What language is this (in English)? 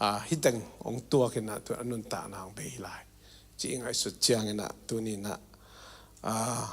Tedim Chin